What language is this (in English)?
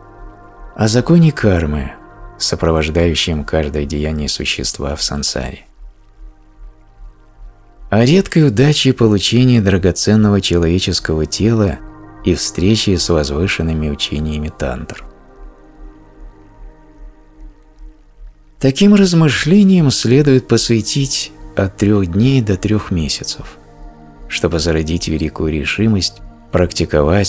Russian